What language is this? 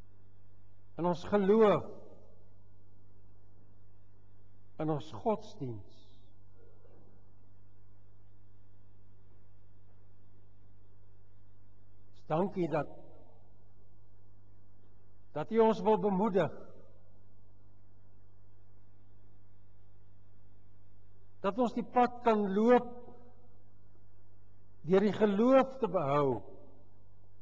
Afrikaans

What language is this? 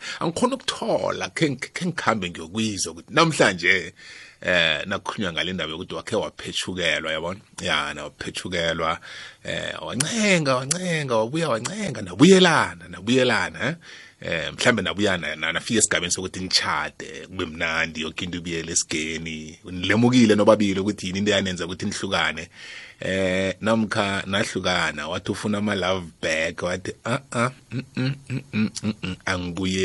South Ndebele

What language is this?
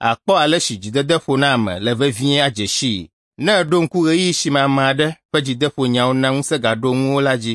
Ewe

